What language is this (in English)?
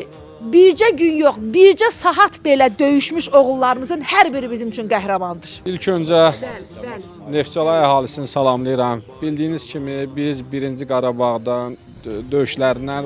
Azerbaijani